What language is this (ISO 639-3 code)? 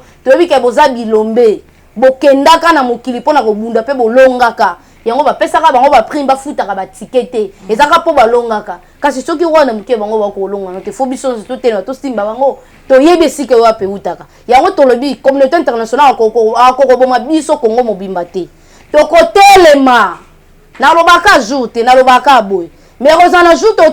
lin